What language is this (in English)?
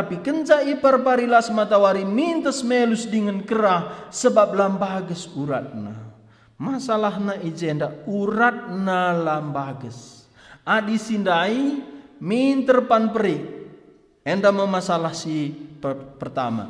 Batak Karo